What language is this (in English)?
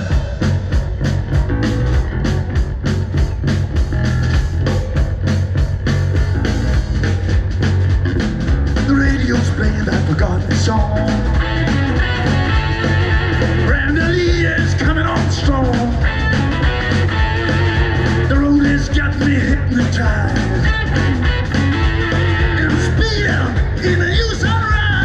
English